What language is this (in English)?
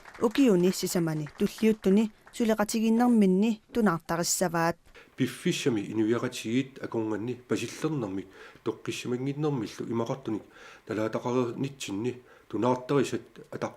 Kalaallisut